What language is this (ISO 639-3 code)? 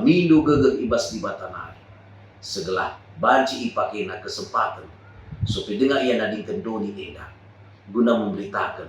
btx